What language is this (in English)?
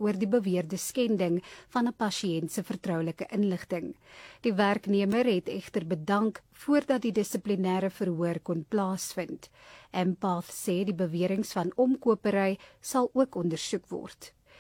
Afrikaans